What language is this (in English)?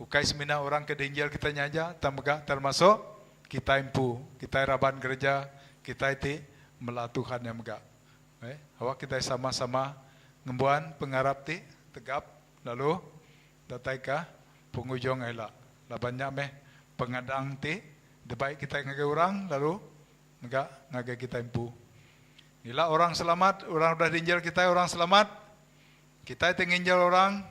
Iban